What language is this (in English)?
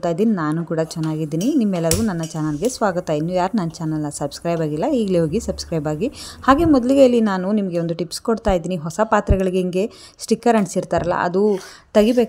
Kannada